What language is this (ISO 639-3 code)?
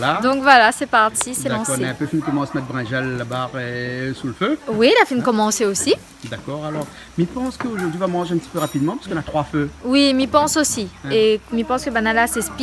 rcf